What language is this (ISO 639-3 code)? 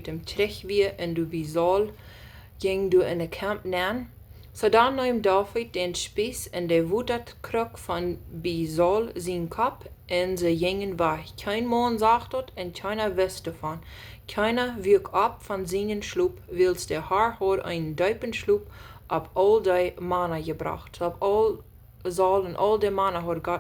pdt